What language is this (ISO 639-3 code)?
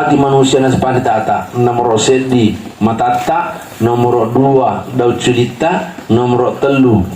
bug